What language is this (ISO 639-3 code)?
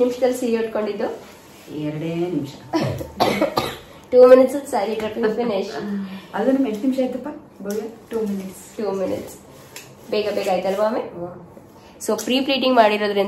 kan